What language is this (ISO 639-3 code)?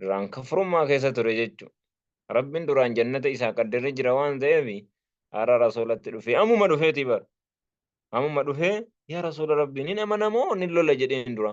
orm